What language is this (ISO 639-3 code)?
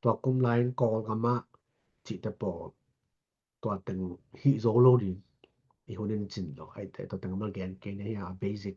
ctd